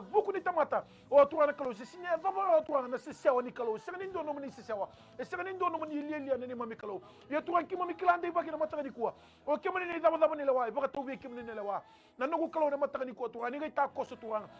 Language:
Fijian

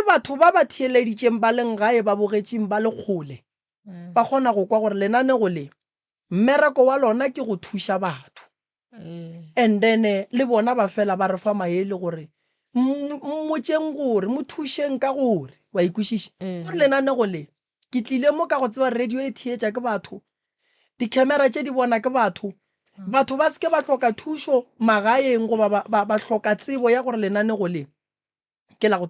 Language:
Northern Sotho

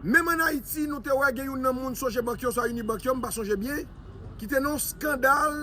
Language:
Haitian Creole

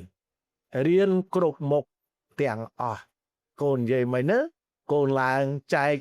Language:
Khmer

